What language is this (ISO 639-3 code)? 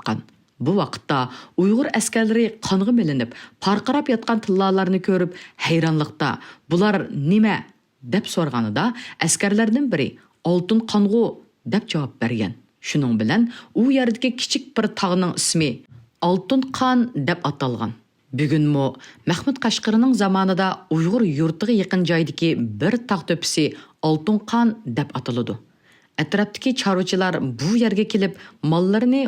uig